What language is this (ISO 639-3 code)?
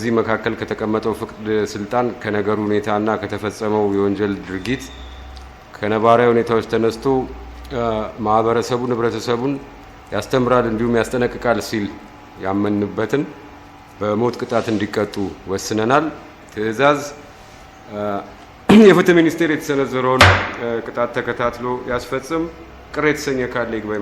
amh